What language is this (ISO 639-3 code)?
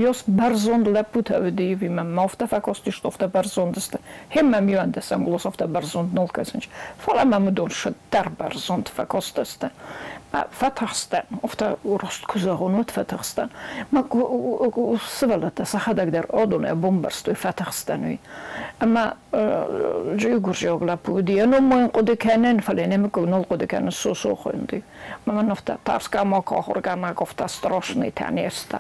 oss